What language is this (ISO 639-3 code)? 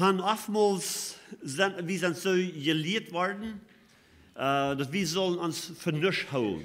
pdt